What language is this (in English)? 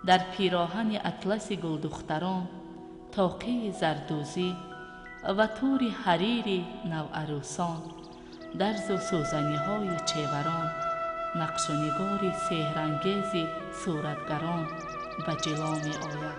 Tajik